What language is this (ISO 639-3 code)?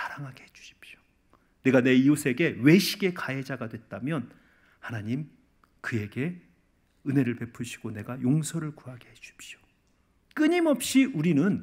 kor